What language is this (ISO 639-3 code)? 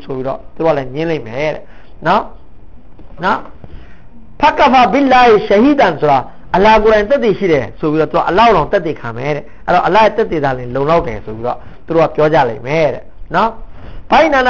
mya